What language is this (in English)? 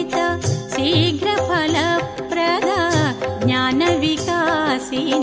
Telugu